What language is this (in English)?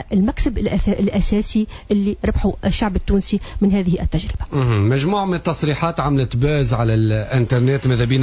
Tunisian Arabic